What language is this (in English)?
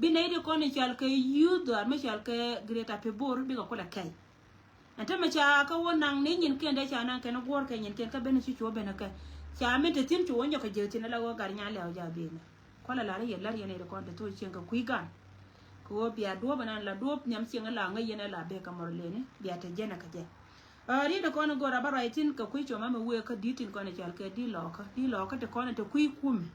Nuer